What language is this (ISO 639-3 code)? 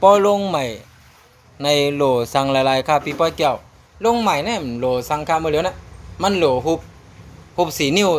shn